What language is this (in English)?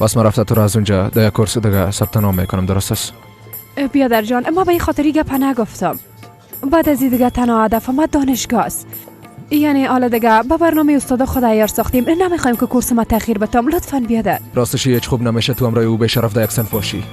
Persian